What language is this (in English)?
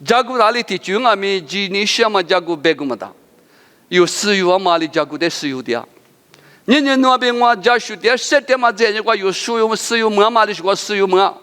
Lisu